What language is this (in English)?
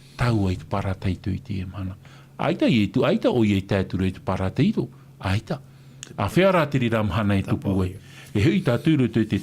Tahitian